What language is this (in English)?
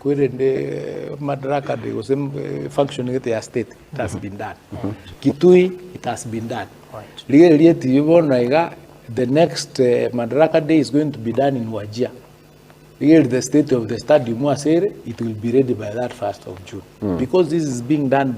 Gusii